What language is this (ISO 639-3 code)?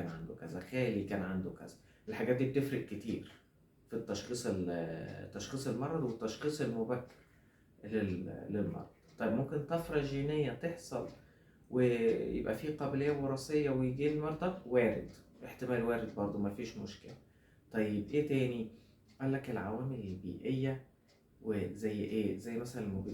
arz